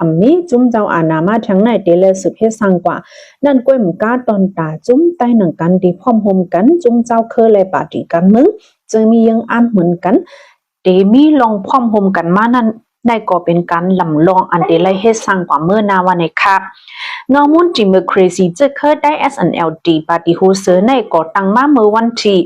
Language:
Shan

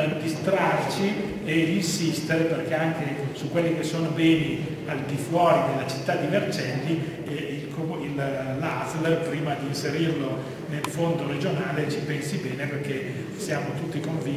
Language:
Italian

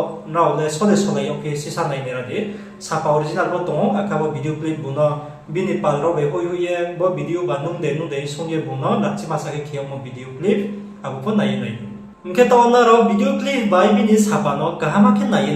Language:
Riang (India)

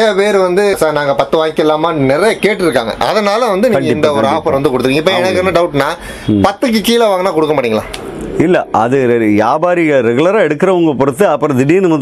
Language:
Tamil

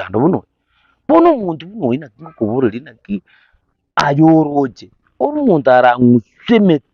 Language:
Gusii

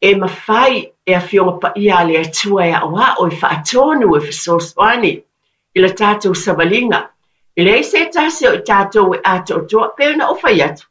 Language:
Samoan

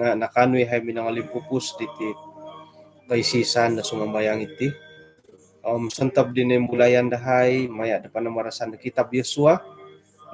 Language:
Central Dusun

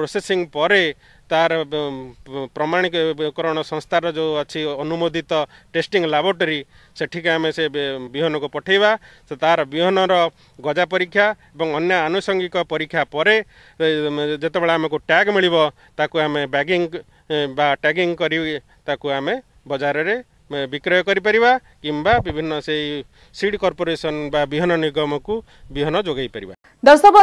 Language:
Odia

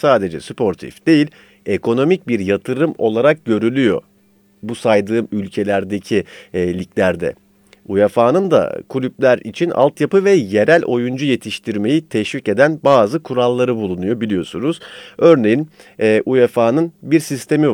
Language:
Turkish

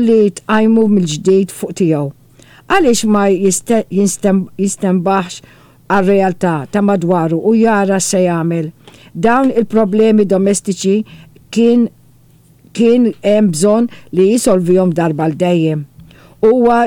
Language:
Maltese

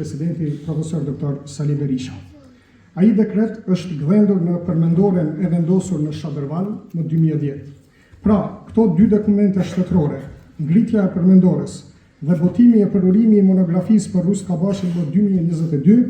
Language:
Albanian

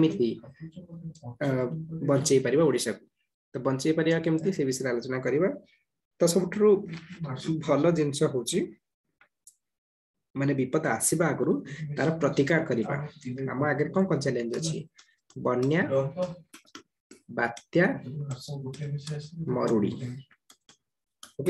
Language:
Odia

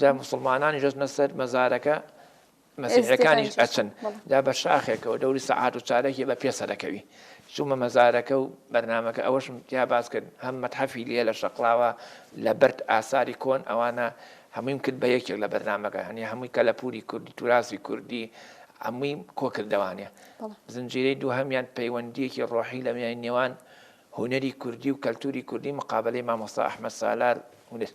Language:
Central Kurdish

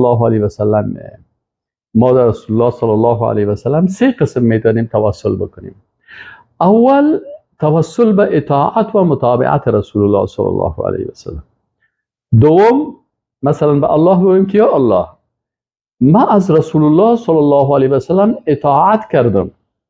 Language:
Persian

